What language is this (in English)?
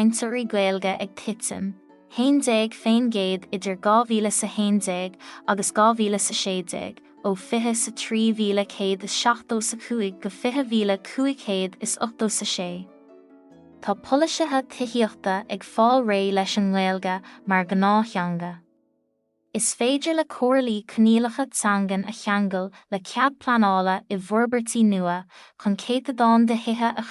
Irish